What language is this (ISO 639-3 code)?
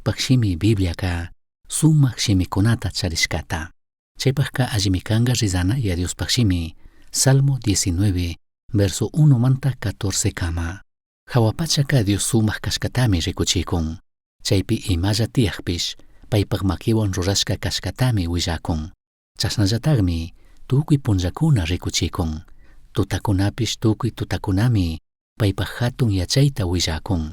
qug